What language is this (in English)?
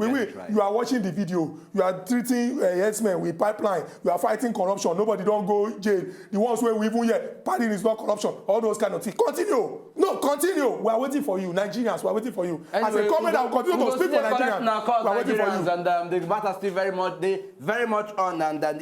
Nigerian Pidgin